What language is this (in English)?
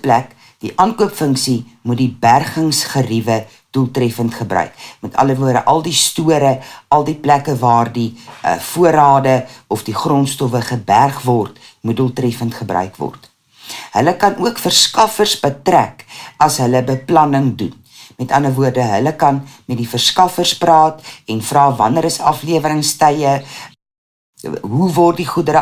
Afrikaans